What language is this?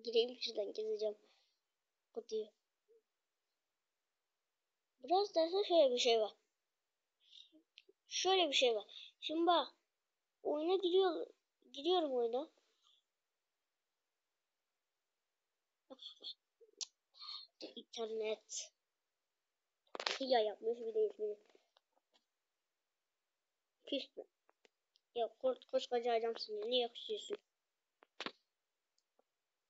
Turkish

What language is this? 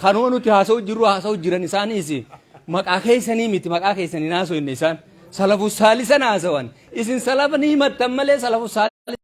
Oromo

